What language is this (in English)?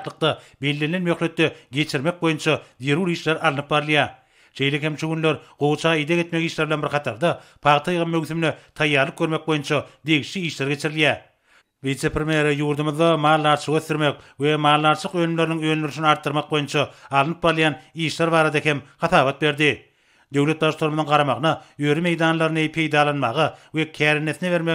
Turkmen